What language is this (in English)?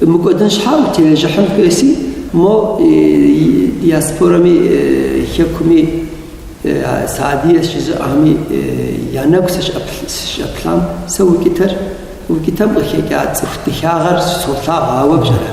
Kabardian